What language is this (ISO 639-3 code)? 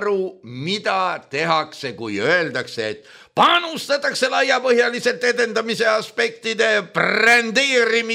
est